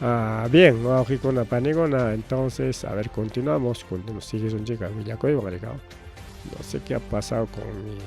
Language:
Ayacucho Quechua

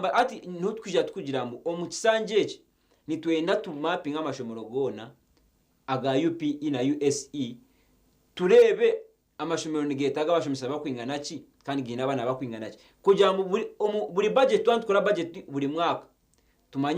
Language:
Nyankole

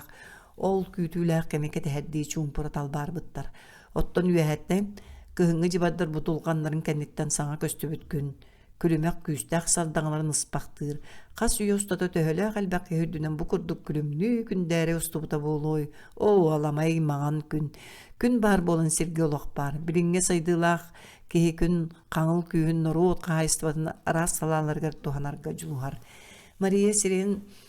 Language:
Yakut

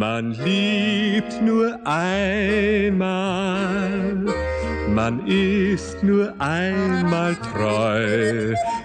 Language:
German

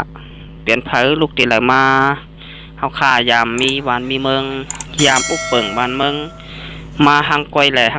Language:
Shan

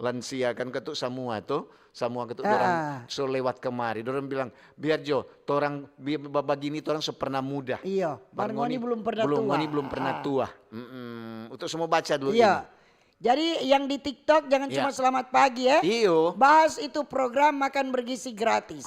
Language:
Manado Malay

